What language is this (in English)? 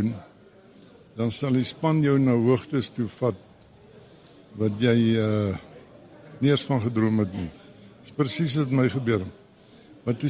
Afrikaans